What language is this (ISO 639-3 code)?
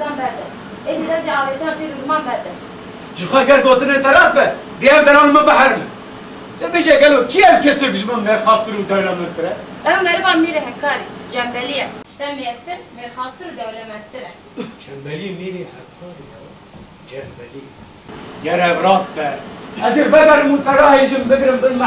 kur